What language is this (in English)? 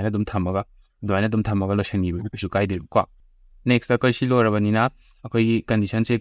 Manipuri